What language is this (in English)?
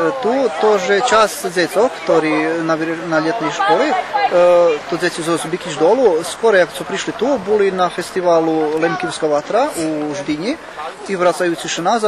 Rusyn